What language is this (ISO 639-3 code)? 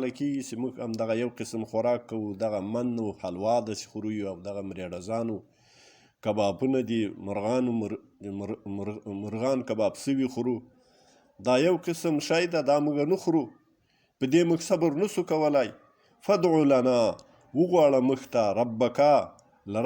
pus